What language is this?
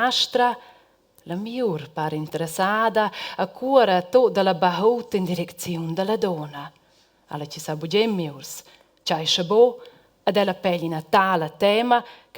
Romansh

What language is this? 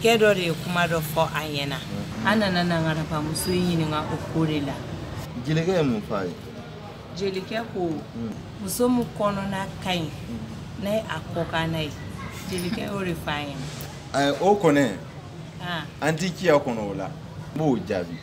Bambara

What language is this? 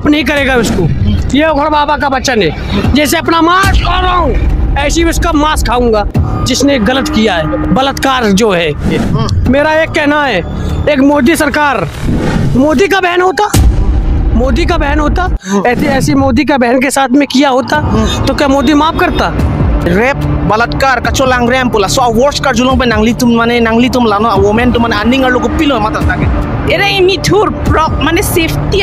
Karbi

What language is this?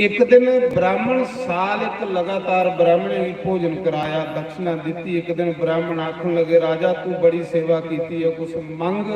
Dogri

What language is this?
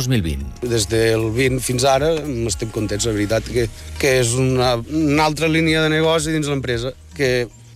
Catalan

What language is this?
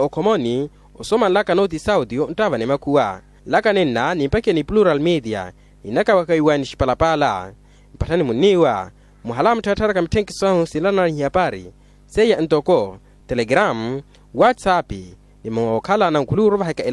Makhuwa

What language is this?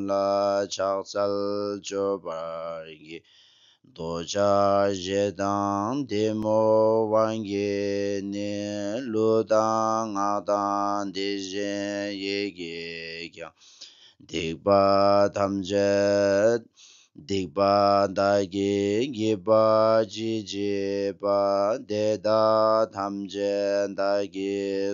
Tibetan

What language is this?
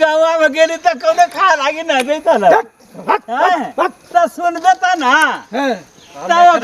Magahi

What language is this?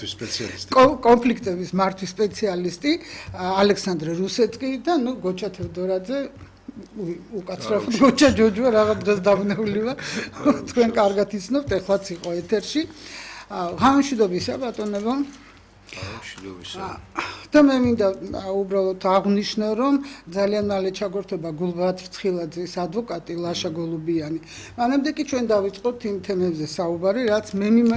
Georgian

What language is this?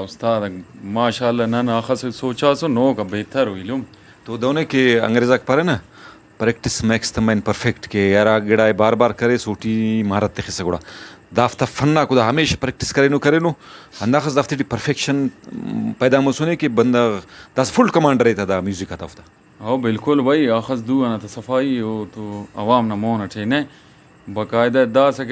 Brahui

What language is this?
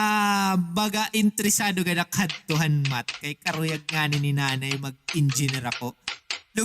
Waray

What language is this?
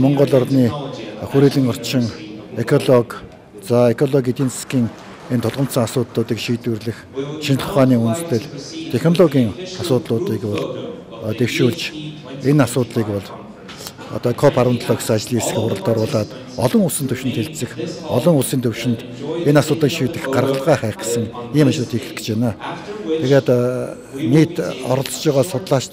Mongolian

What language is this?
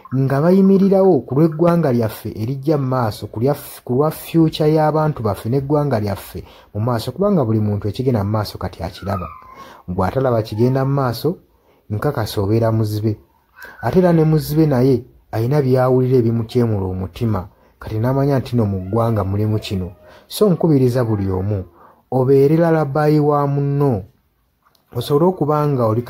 Ganda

